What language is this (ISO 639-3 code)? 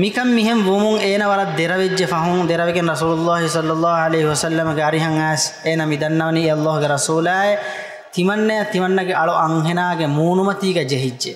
div